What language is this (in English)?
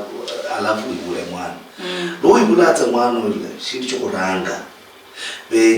Luyia